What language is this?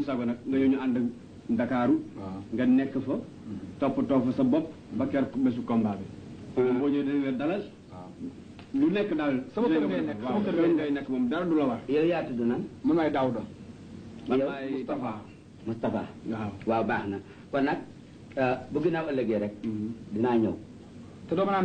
Wolof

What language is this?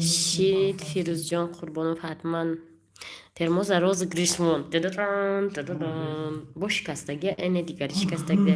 Tajik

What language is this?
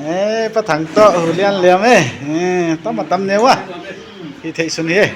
Paite Chin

